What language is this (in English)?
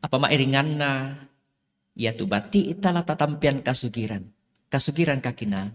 Toraja-Sa'dan